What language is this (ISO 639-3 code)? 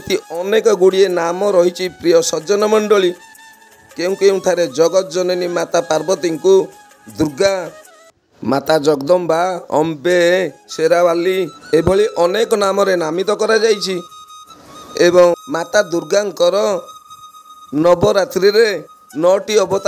ori